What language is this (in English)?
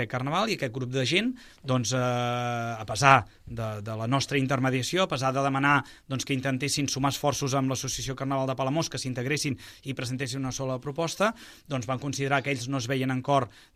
Catalan